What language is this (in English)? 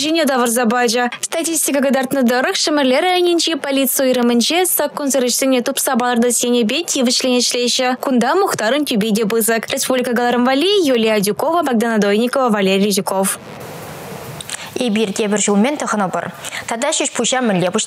Chuvash